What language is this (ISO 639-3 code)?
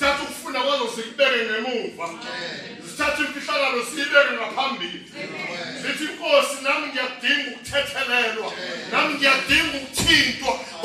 zul